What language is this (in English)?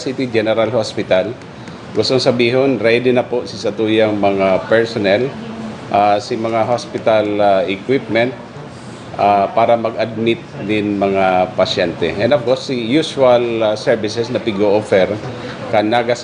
Bikol